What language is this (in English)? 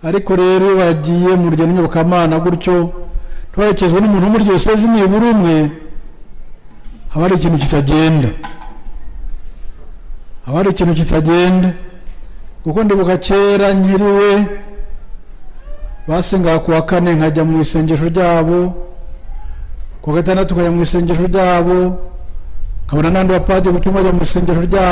Kinyarwanda